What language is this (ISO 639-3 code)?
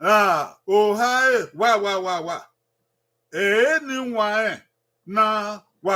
bin